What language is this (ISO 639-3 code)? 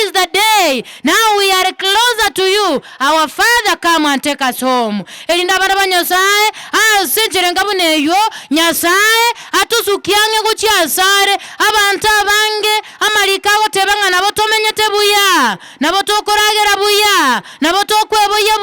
guz